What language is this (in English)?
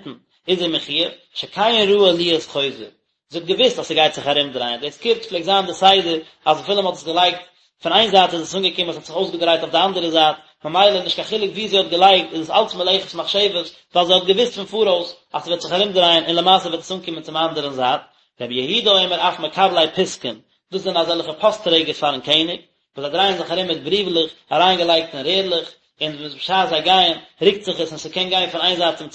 Yiddish